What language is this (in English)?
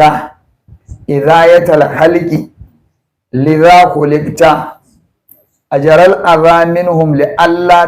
Hausa